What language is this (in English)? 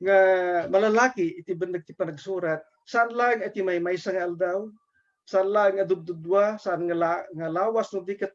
Iloko